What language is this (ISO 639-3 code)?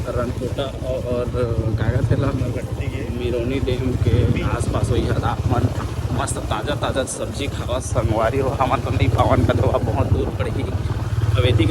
hne